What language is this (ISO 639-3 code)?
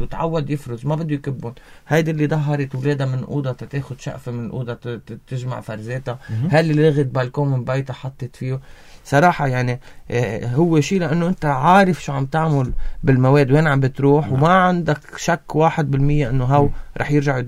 apc